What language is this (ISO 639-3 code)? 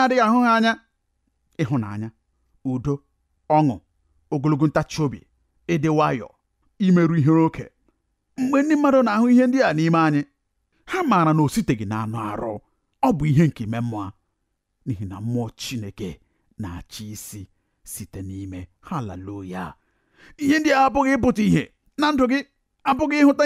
ibo